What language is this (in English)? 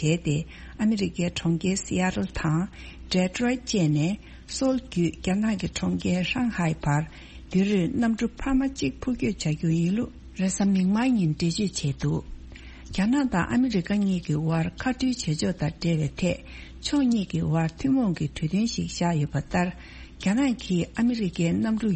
Tibetan